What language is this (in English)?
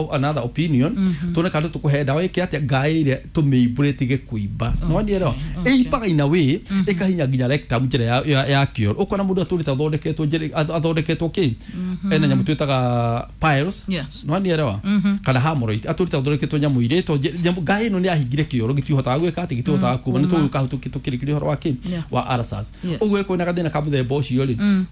Kikuyu